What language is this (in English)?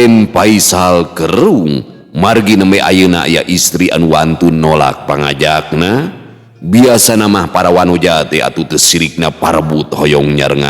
Sundanese